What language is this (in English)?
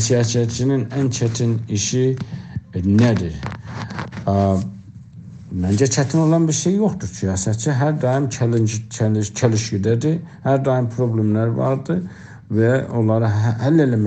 South Azerbaijani